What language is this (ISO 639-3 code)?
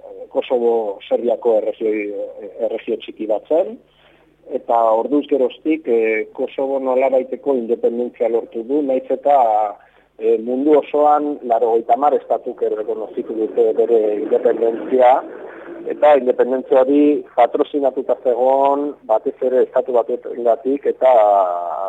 eus